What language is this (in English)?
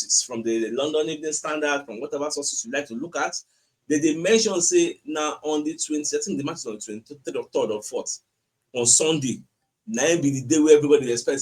Nigerian Pidgin